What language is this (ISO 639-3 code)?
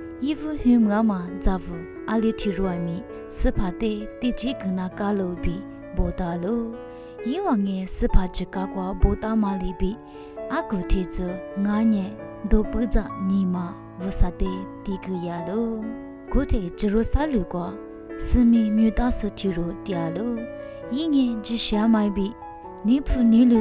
lis